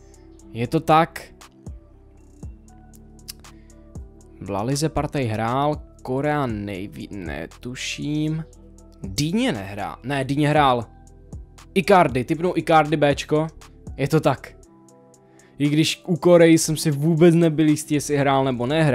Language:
Czech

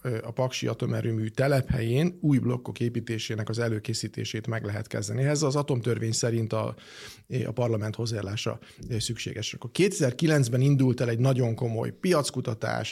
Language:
Hungarian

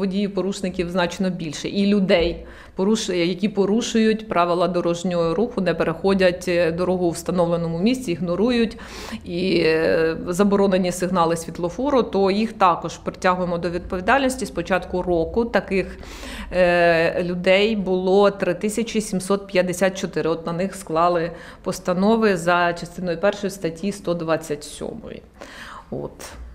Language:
Ukrainian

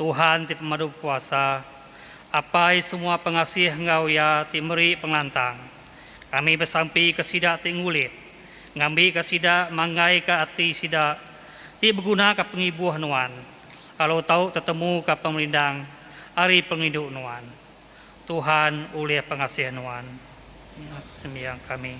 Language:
Iban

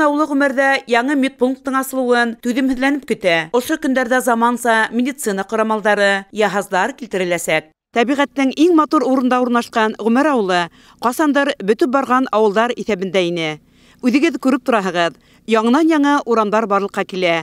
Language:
Bashkir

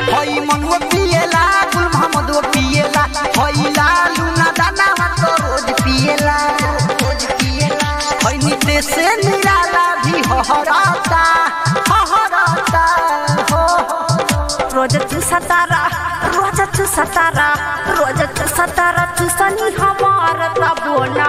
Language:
Bhojpuri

